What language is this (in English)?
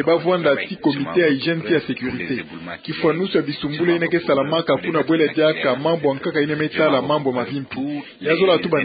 Kituba (Democratic Republic of Congo)